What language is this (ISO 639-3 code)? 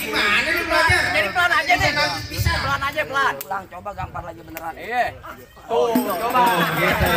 bew